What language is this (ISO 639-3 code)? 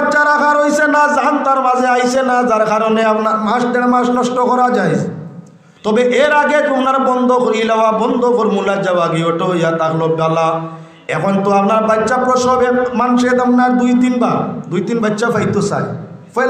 syl